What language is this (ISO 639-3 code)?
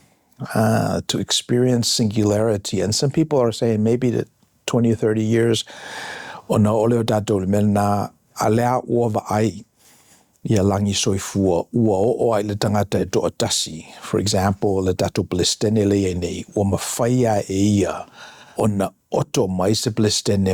smo